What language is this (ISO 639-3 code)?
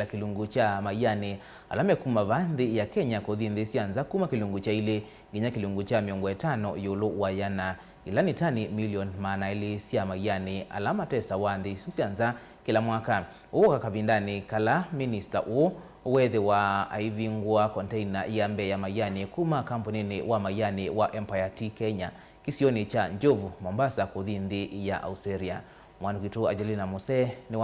kam